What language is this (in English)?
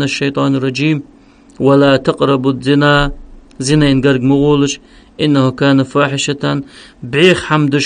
Ingush